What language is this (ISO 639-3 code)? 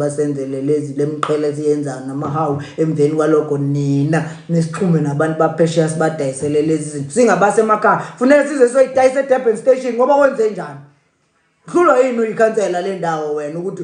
zul